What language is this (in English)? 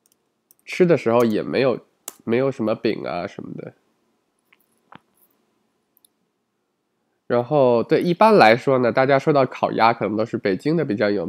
Chinese